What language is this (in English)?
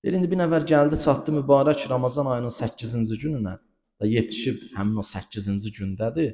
Azerbaijani